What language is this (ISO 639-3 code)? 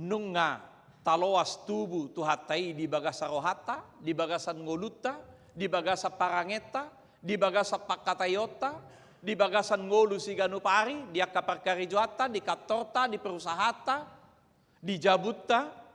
bbc